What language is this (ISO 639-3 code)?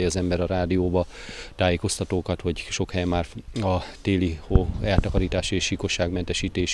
hun